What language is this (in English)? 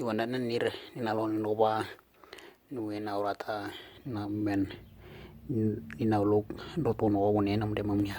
Western Dani